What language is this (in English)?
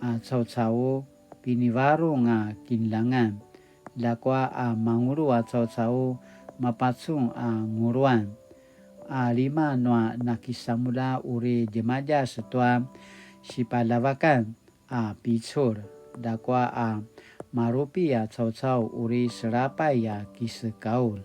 Paiwan